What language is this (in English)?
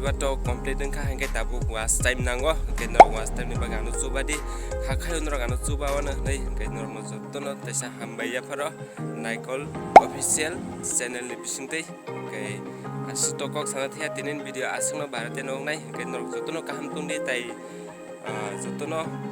Kok Borok